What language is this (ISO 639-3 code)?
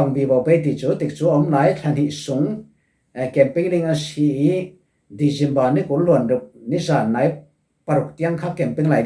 cfm